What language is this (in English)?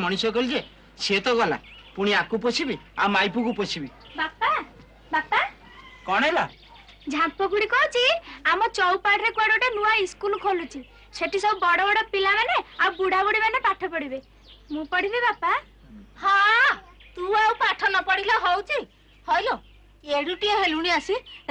Odia